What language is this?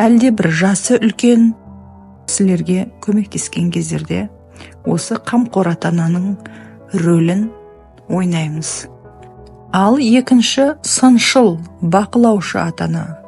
Kazakh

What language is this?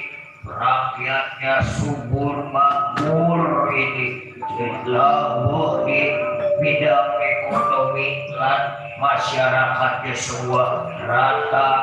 Betawi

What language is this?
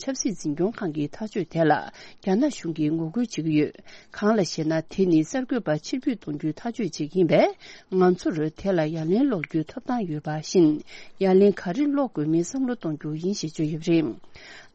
Tibetan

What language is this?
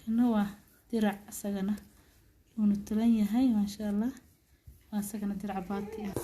Somali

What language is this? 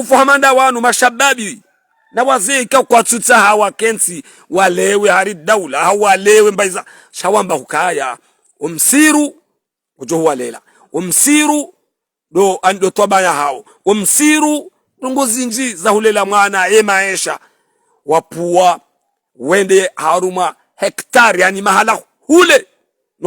Ngazidja Comorian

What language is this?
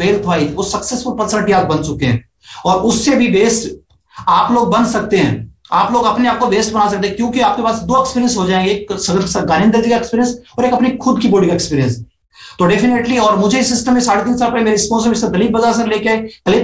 Hindi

